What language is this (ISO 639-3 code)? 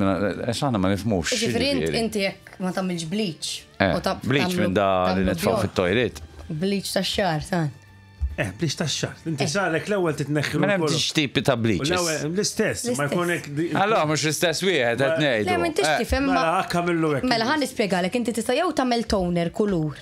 mlt